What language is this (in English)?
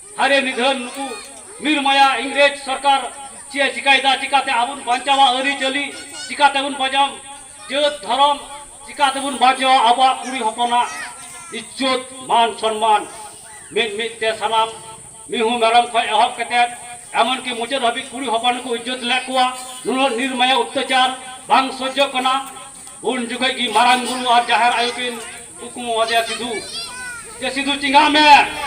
Santali